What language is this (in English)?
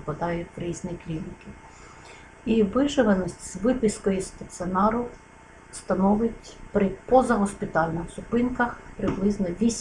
Ukrainian